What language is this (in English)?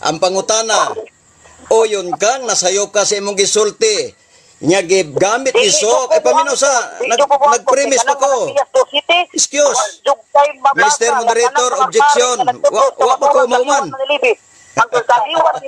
Cebuano